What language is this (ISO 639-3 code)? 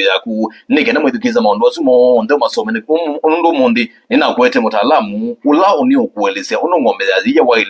kam